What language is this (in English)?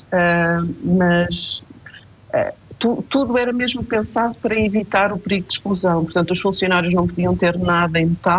Portuguese